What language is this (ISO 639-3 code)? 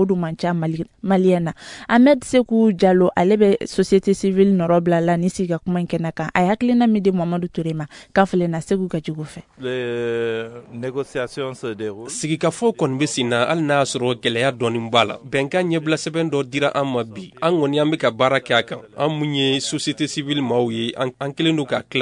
bam